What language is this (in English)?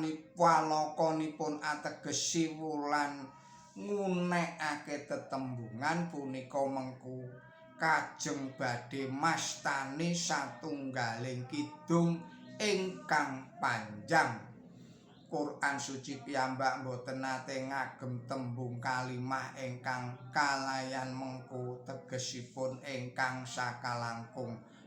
Javanese